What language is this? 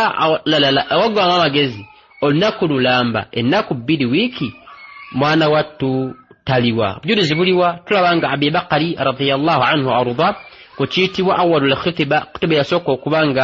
Ganda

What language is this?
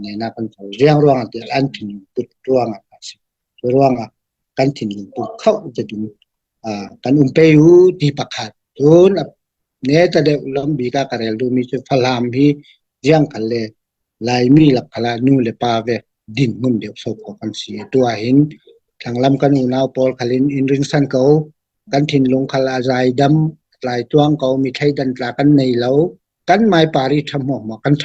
Falam Chin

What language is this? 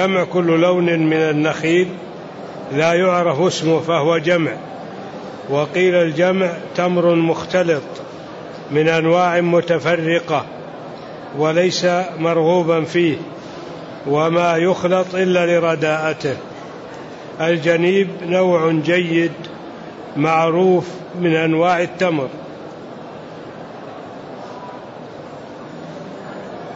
Arabic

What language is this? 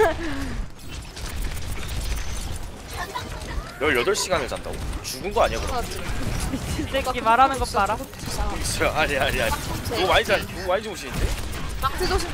Korean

